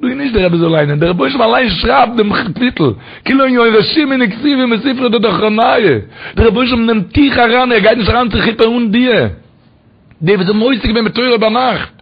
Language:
Yiddish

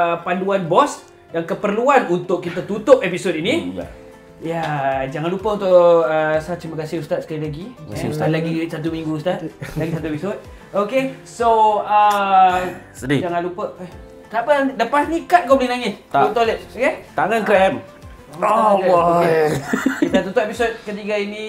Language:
Malay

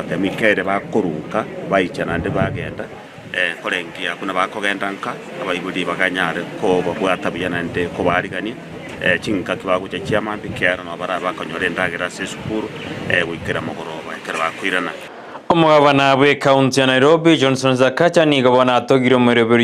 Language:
Gusii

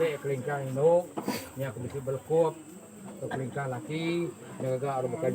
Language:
Iban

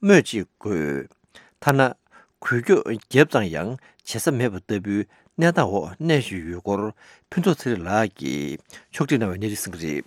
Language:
Tibetan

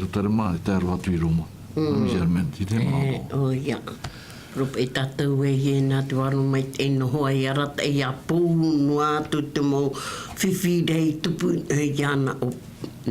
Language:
Tahitian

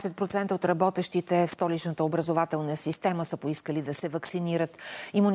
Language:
Bulgarian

